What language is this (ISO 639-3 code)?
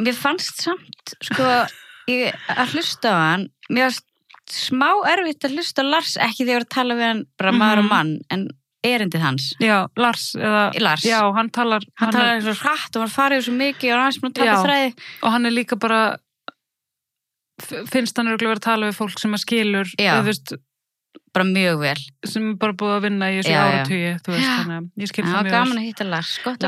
isl